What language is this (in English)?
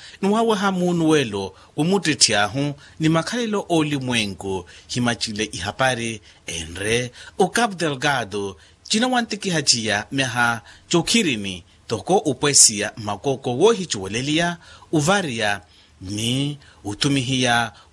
Makhuwa